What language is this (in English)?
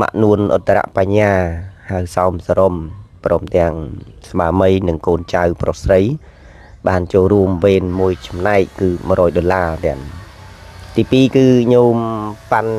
Khmer